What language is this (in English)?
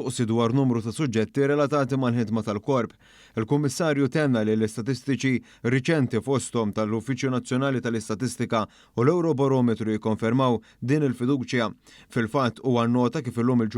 Maltese